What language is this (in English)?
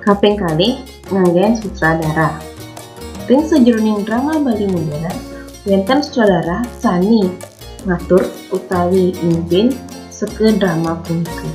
Balinese